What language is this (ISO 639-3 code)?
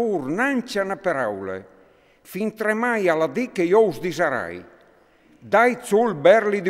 fur